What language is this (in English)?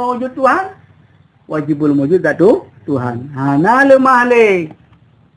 Achinese